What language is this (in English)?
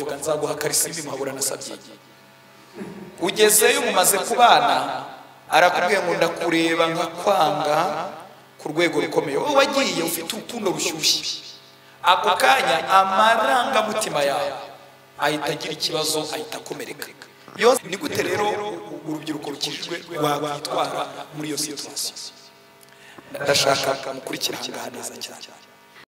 Kinyarwanda